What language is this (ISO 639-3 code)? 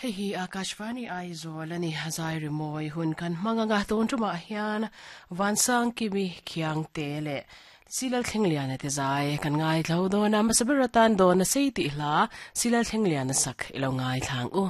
lus